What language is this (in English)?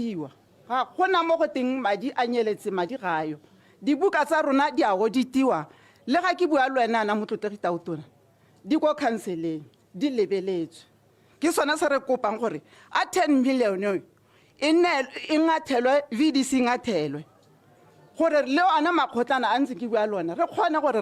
Tswana